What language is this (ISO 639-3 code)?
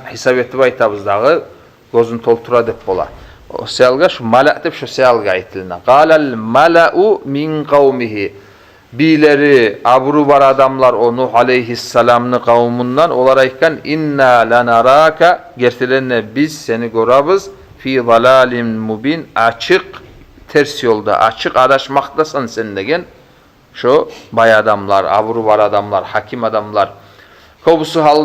kum